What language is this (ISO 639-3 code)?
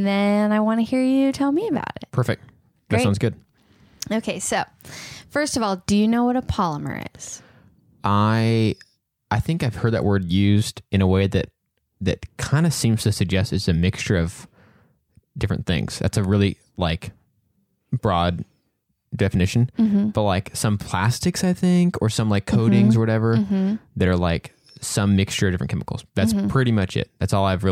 eng